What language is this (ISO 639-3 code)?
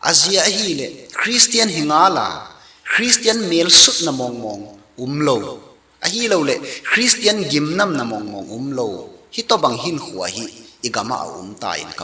ctd